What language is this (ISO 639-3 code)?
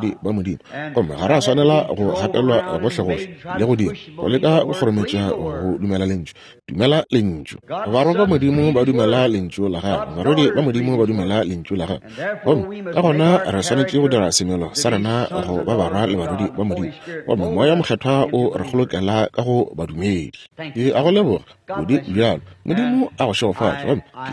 nso